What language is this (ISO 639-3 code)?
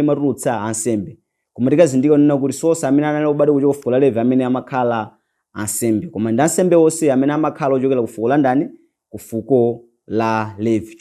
nya